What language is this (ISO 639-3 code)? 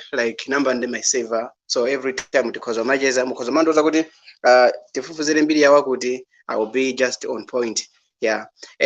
nya